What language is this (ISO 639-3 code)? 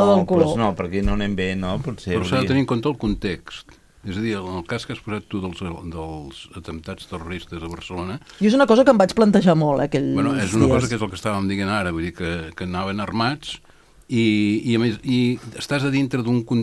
cat